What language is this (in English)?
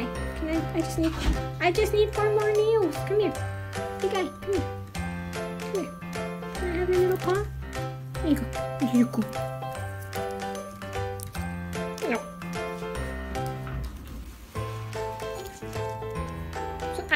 English